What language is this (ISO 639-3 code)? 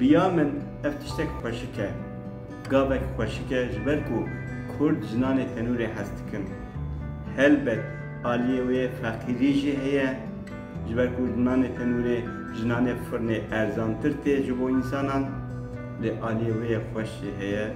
kur